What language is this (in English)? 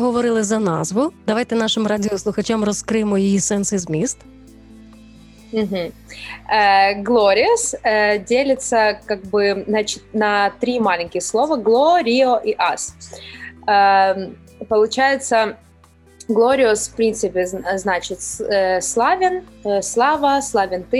Ukrainian